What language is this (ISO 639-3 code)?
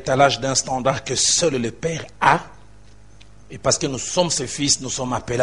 fra